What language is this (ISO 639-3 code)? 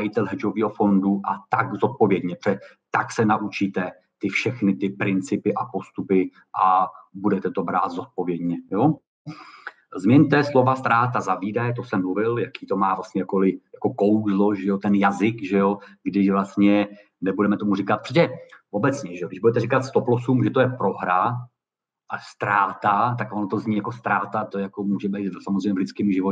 ces